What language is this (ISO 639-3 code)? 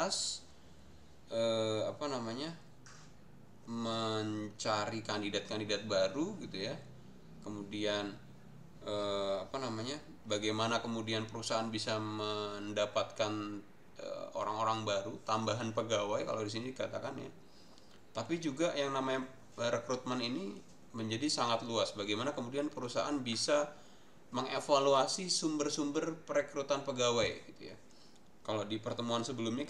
ind